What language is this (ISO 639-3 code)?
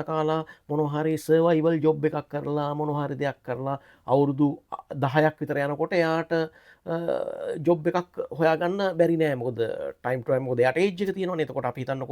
sin